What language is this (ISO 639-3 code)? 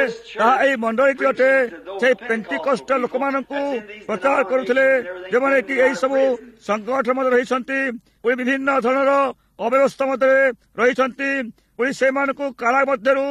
ori